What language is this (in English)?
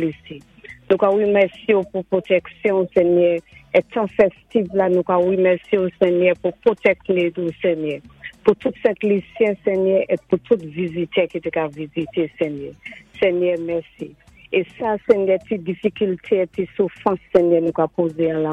Saint Lucian Creole French